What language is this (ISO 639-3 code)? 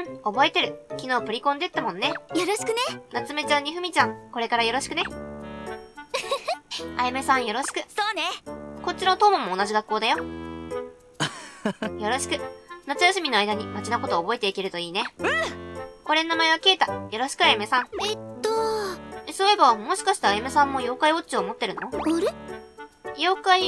jpn